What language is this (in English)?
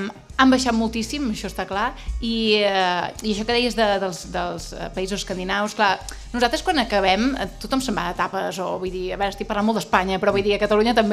Catalan